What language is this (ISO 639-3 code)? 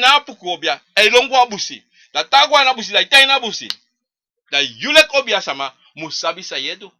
srn